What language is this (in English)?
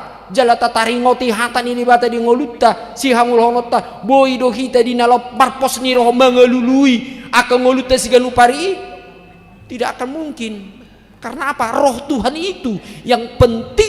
Batak Toba